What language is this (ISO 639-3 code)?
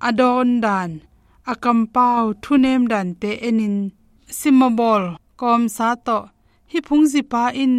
ctd